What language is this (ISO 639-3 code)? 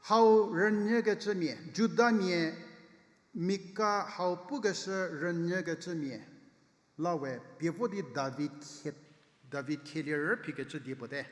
njm